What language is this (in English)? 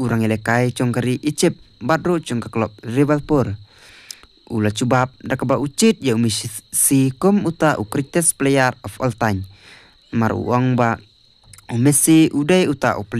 Khasi